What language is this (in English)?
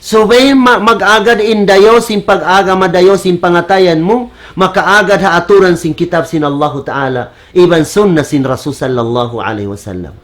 Tausug